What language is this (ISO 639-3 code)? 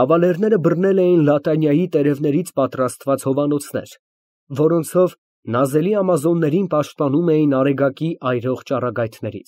hye